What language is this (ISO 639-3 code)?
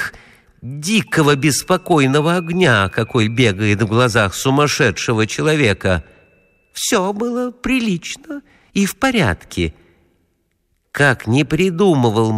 rus